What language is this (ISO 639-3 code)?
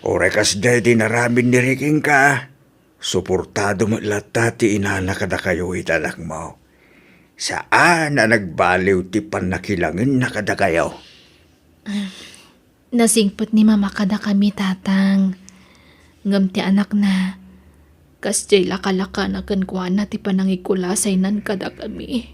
ilo